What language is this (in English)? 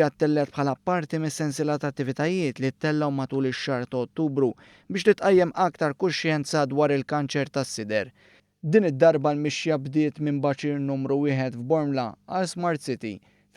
Maltese